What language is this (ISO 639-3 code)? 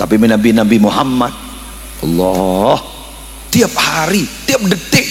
mad